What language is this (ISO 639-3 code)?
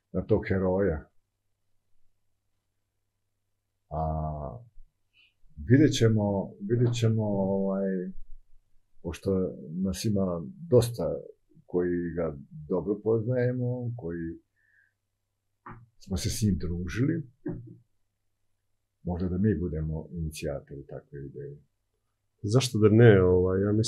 srp